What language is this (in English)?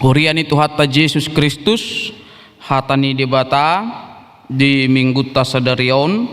Batak Toba